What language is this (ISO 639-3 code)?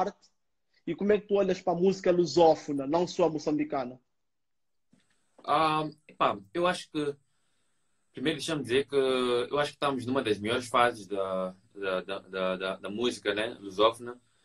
por